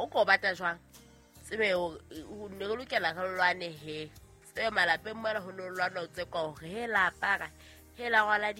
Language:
Southern Sotho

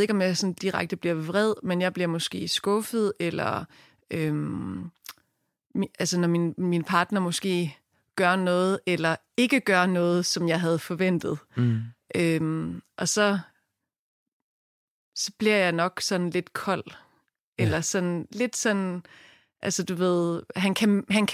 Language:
Danish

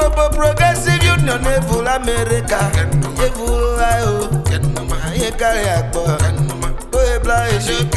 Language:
Urhobo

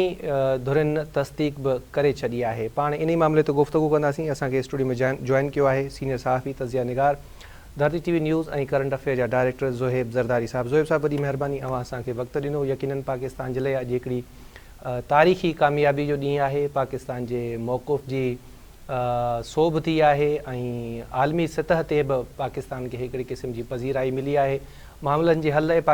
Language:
Sindhi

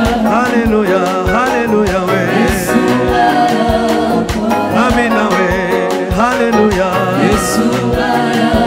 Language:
Kinyarwanda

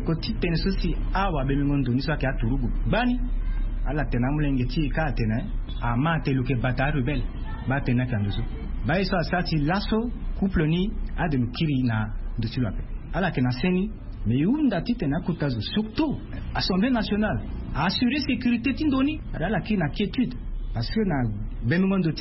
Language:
Sango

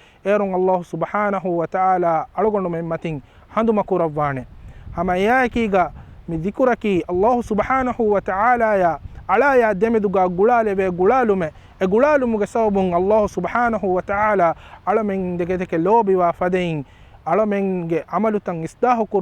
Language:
Divehi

